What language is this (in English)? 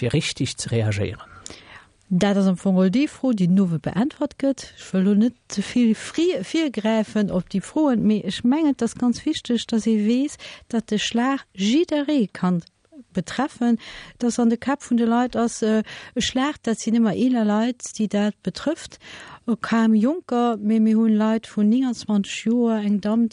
Luxembourgish